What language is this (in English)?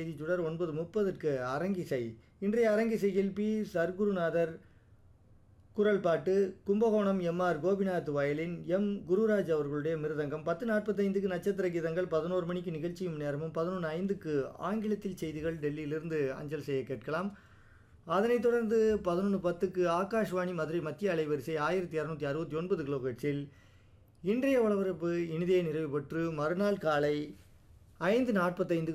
Tamil